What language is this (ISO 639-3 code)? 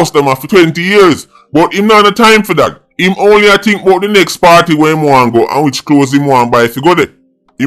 jam